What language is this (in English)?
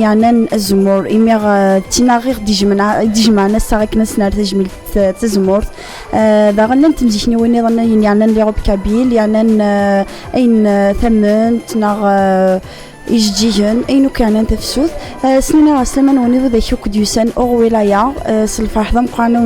Kabyle